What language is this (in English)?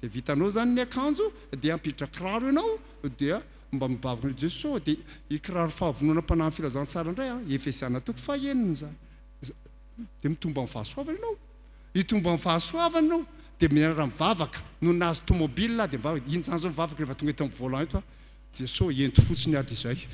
Malagasy